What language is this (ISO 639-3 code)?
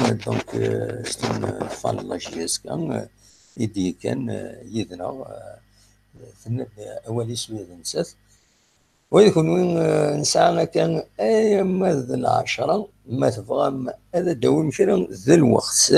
kab